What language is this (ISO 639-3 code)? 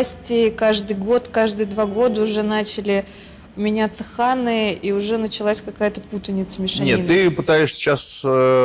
rus